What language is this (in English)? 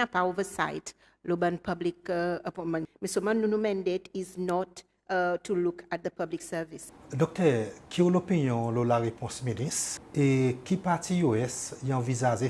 Seselwa Creole French